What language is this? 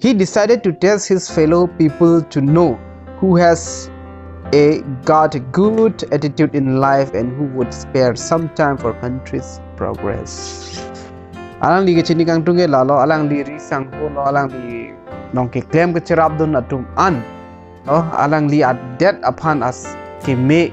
Karbi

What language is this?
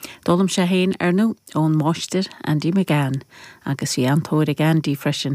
Irish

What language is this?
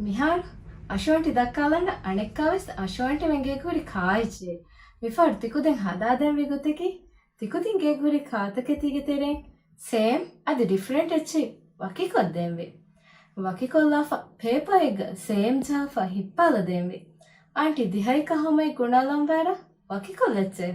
Divehi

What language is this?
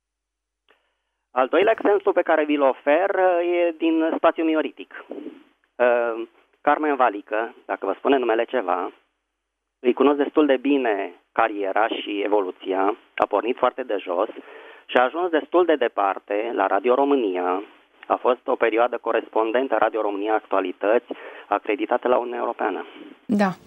Romanian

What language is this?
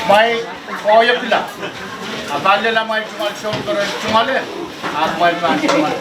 Pohnpeian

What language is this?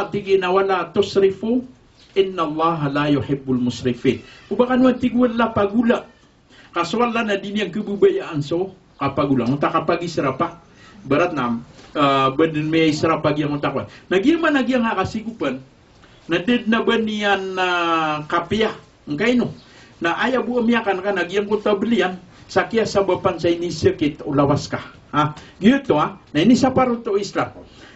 Maranao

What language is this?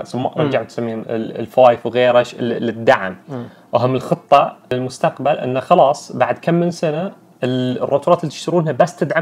Najdi Arabic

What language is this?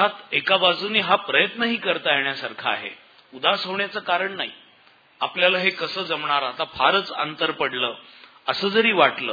Marathi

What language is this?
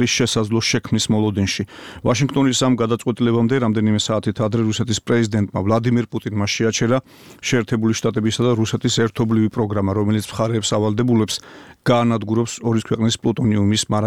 Georgian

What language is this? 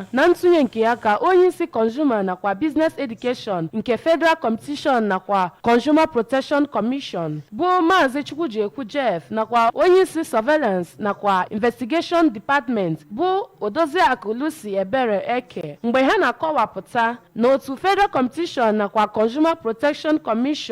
Igbo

